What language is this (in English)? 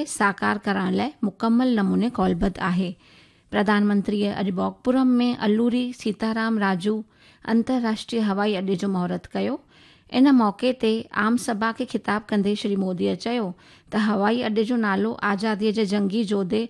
Sindhi